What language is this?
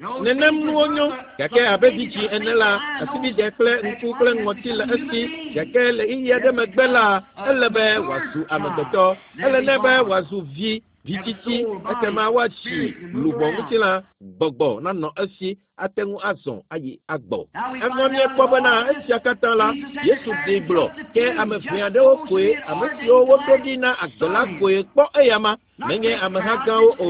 Ewe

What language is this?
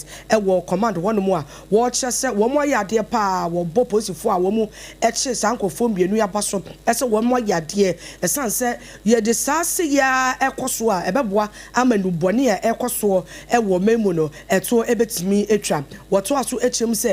Akan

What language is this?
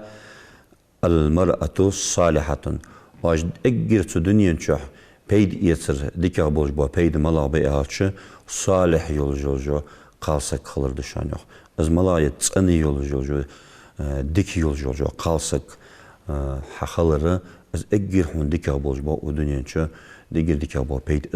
Ingush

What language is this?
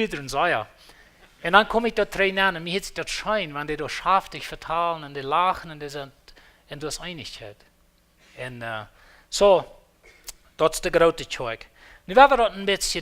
Plautdietsch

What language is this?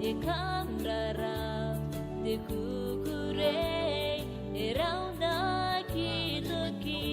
Gilbertese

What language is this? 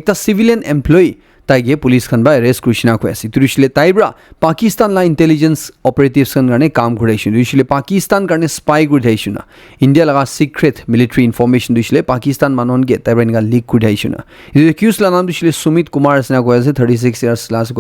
Naga Pidgin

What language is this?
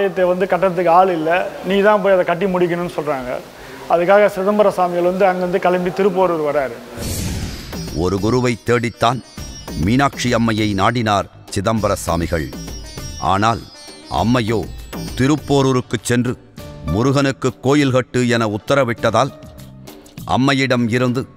Tamil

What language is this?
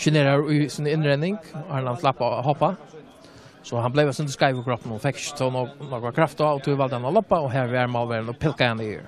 Faroese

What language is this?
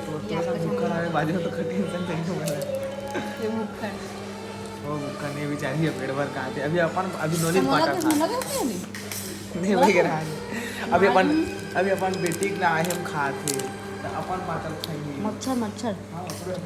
Chhattisgarhi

